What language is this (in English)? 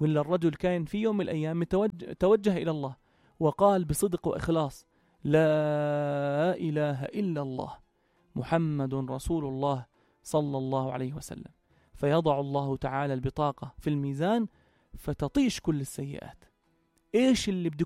North Levantine Arabic